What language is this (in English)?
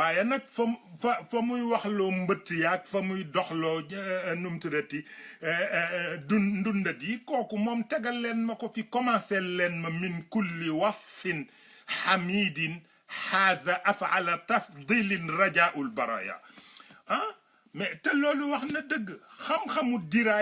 Wolof